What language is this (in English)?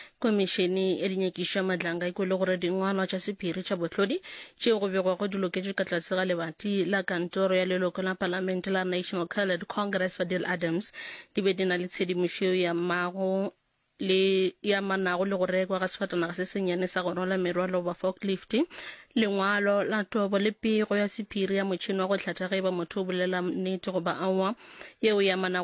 Northern Sotho